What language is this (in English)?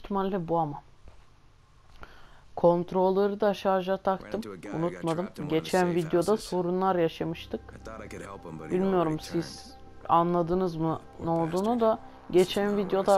Turkish